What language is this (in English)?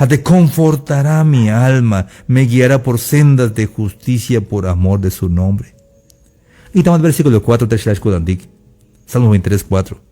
Tzeltal